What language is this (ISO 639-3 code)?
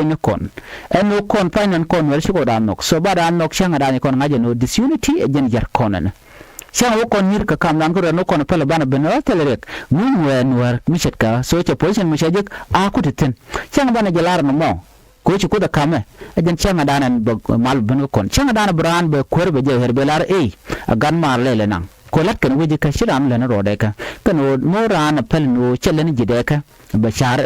nus